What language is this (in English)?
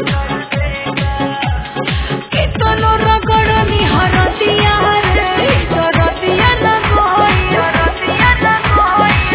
Bhojpuri